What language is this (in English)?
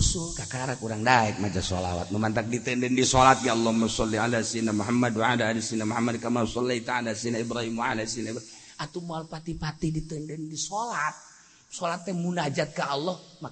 Sundanese